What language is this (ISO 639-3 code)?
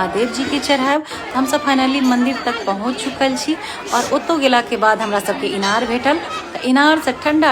mai